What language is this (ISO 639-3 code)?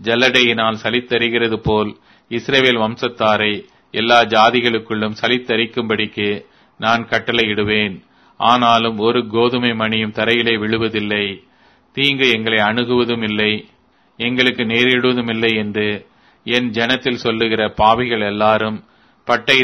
tam